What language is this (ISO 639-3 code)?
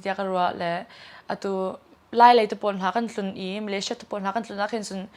cnh